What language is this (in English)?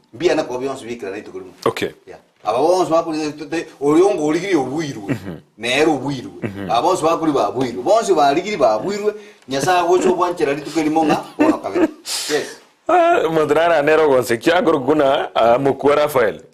Gusii